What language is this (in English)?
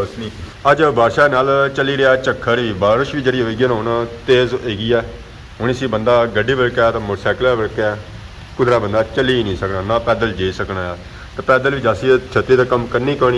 Pahari-Potwari